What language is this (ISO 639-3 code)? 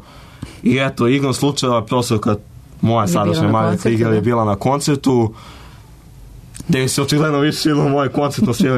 srp